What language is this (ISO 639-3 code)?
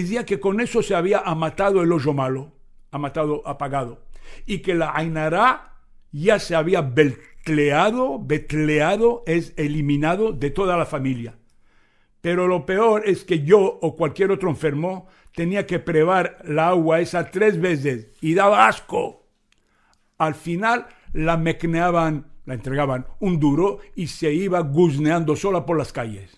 lad